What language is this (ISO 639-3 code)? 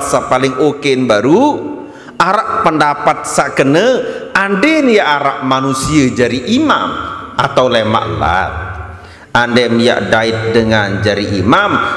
sas